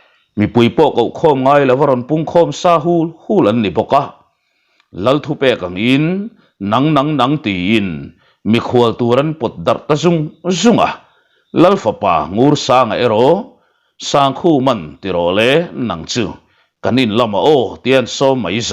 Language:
Mizo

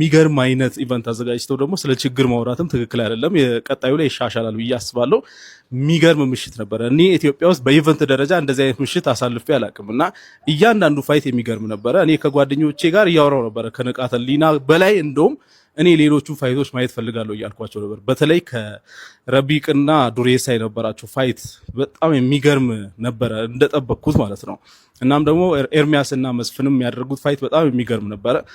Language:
Amharic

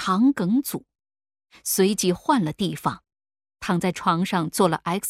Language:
Chinese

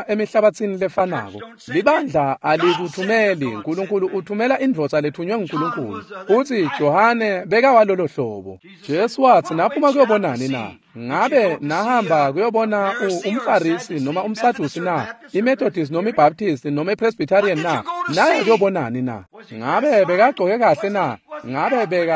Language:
Swati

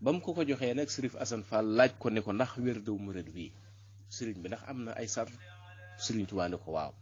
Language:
Wolof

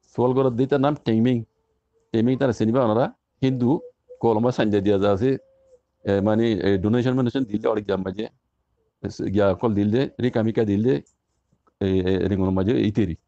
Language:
Rohingya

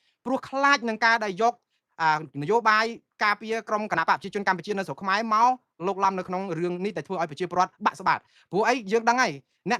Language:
Khmer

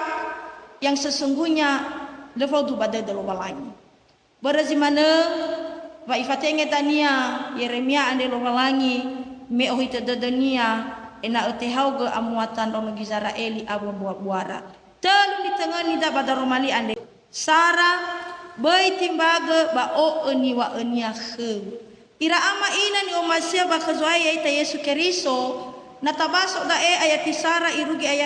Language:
Nias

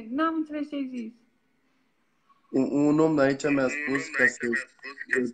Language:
Romanian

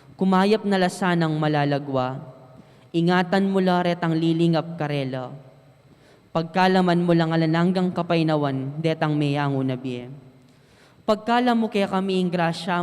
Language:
Pampanga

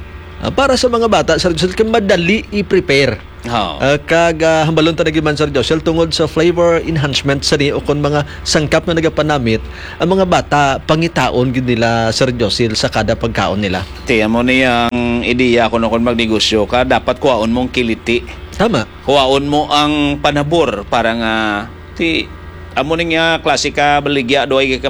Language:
Hiligaynon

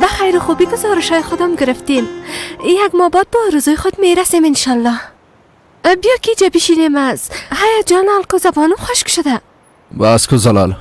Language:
Persian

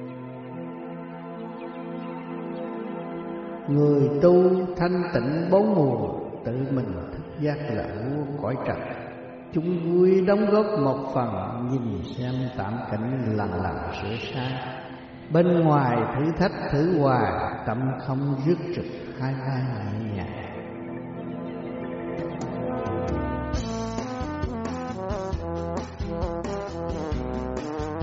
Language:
Vietnamese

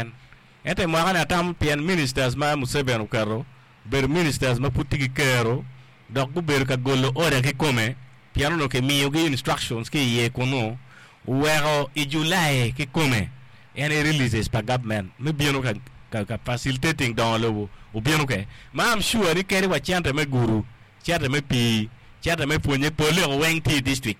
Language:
Acoli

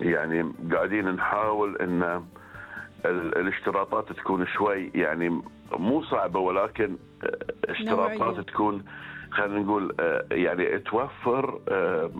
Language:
Gulf Arabic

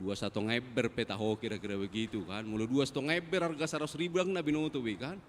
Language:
Batak Toba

